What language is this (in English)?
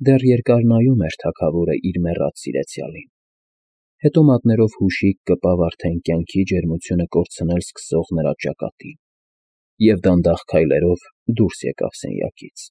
Armenian